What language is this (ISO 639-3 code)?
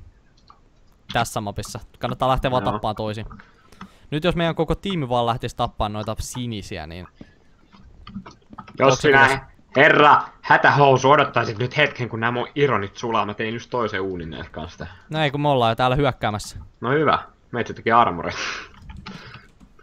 fin